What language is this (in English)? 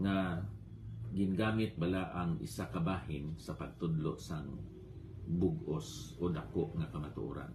Hiligaynon